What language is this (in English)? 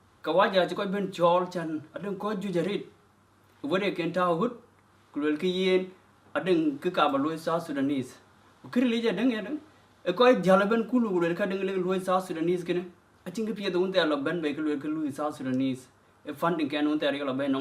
Dinka